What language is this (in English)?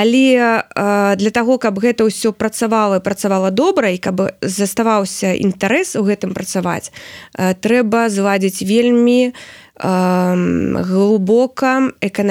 Belarusian